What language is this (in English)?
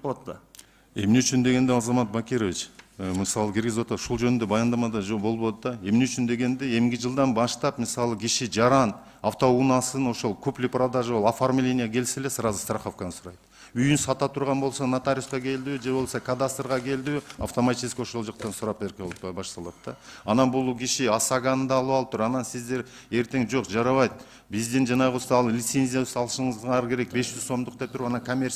Kyrgyz